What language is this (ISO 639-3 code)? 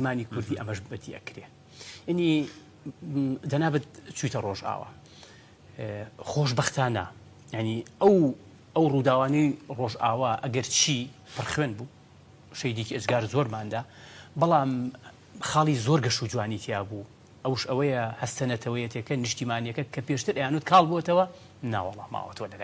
ckb